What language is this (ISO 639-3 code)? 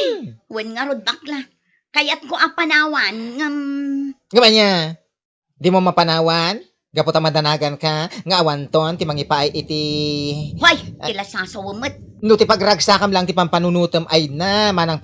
ilo